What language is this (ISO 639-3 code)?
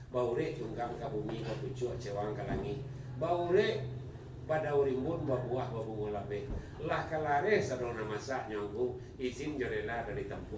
min